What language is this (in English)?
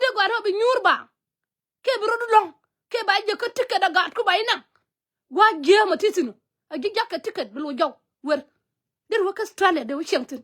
Nuer